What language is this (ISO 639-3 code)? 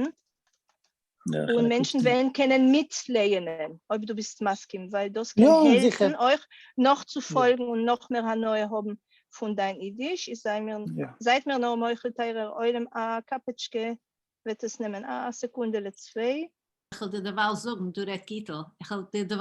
yid